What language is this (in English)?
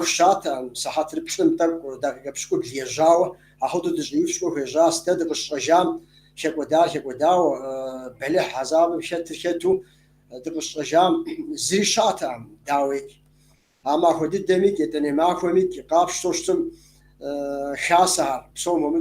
Kabardian